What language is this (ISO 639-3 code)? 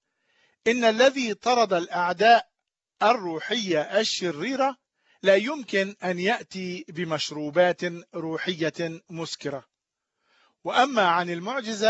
ara